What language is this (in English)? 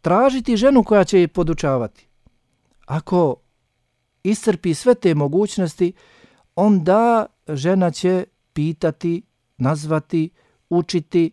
Bosnian